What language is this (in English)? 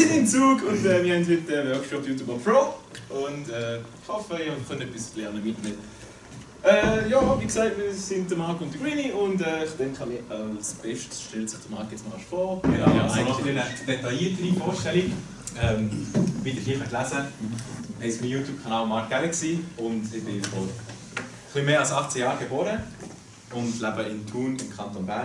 Swiss German